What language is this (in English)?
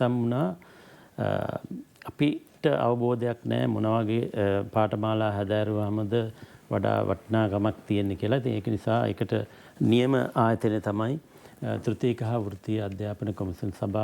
Sinhala